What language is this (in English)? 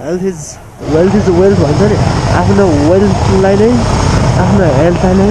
Nepali